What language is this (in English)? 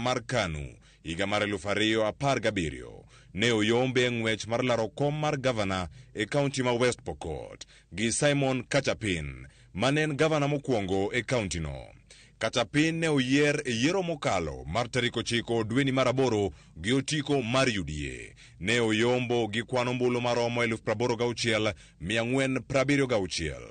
Luo (Kenya and Tanzania)